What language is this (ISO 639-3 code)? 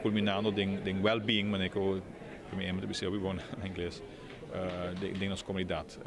pap